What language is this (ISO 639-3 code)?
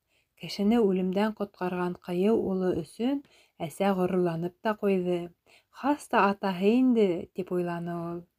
bak